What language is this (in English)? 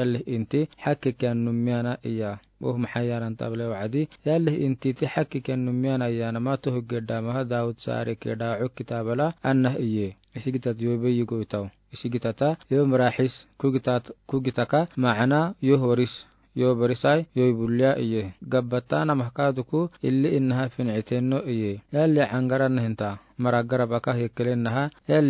Afar